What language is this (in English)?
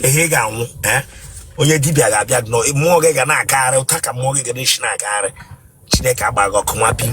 Igbo